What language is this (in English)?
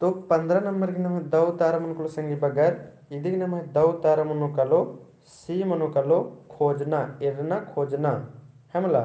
Kurukh